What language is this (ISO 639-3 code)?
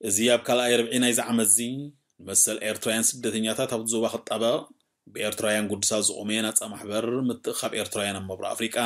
tir